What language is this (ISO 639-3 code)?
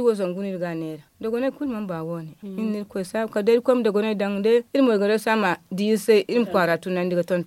dje